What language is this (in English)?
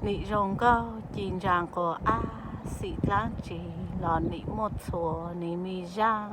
Hmong